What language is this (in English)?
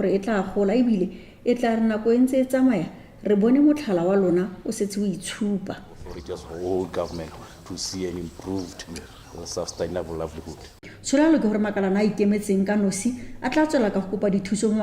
Tswana